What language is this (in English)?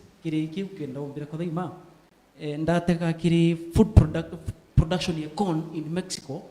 Meru